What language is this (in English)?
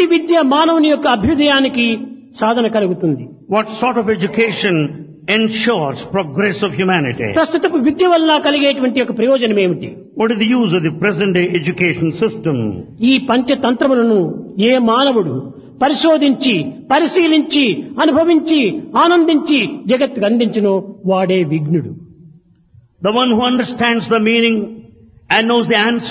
Telugu